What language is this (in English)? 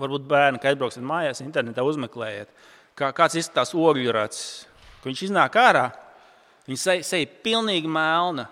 Latvian